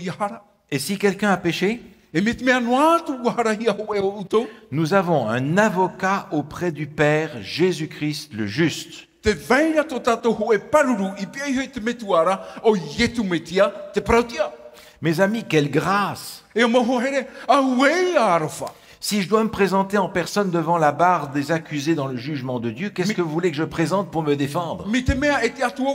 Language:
Tahitian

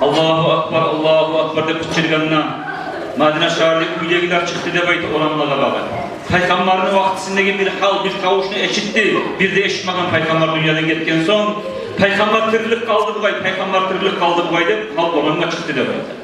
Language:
Kumyk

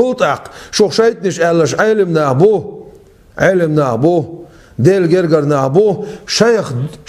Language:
Chechen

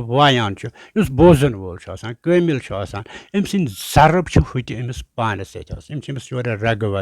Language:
Kashmiri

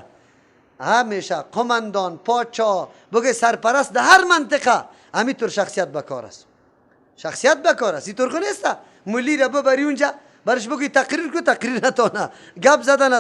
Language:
Persian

